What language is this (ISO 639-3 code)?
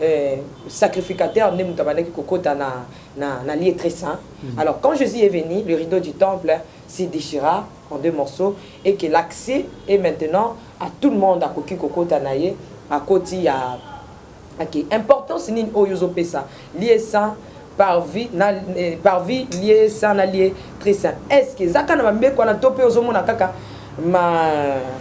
lin